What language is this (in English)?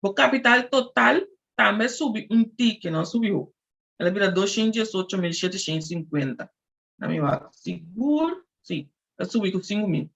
Papiamento